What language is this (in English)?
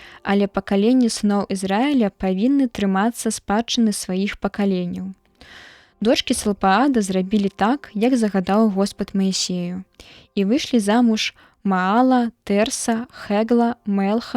Belarusian